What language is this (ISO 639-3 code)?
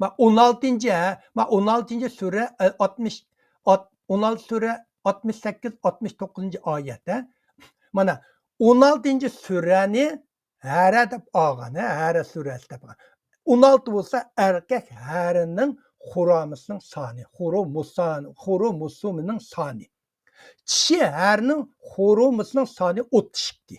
uig